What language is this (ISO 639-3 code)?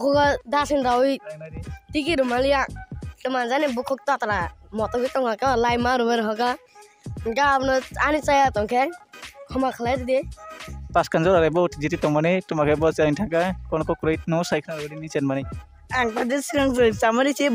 trp